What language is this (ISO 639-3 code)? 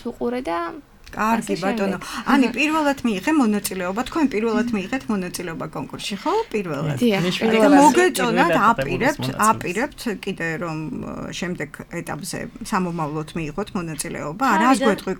kat